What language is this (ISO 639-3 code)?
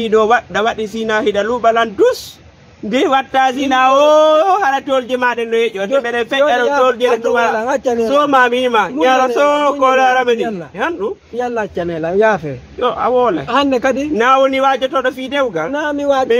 ful